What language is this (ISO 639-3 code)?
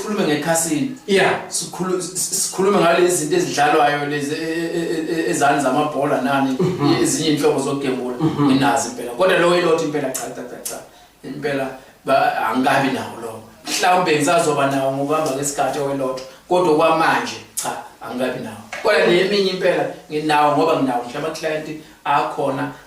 zul